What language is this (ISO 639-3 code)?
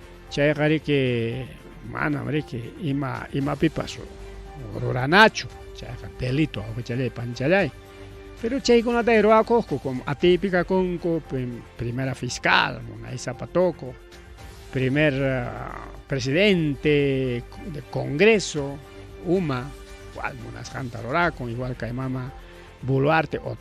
quy